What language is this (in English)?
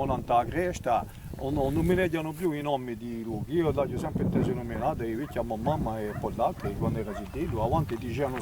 Corsican